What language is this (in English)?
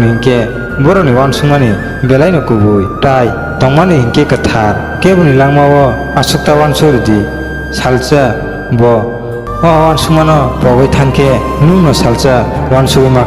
Kok Borok